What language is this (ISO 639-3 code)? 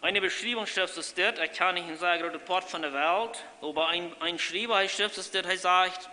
pdt